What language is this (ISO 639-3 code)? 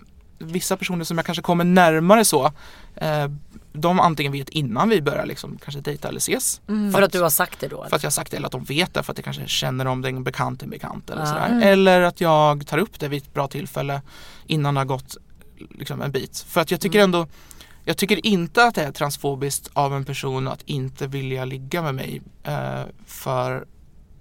swe